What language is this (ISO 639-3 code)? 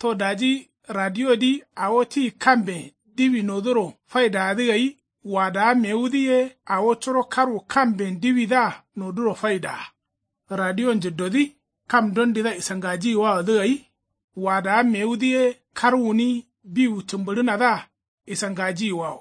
kau